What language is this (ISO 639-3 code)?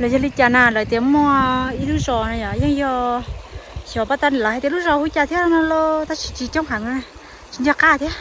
hmn